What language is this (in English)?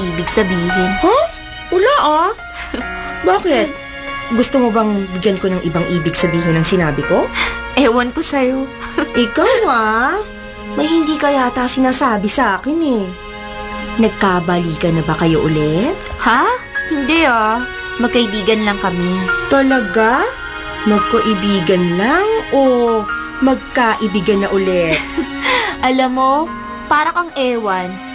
Filipino